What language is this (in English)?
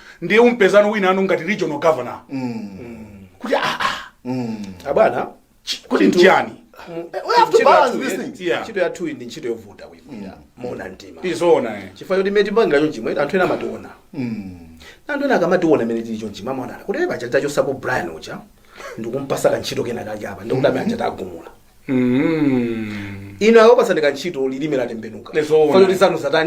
Nyanja